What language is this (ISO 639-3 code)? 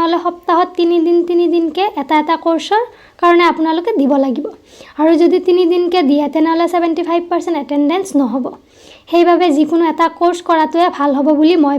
asm